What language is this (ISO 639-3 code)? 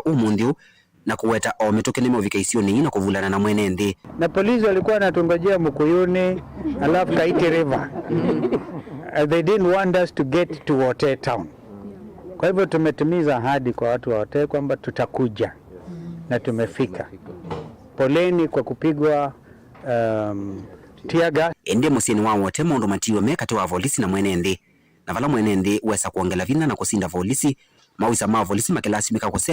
kam